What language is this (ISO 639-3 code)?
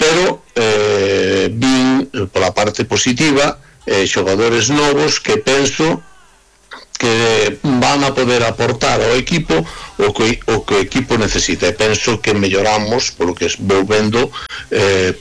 glg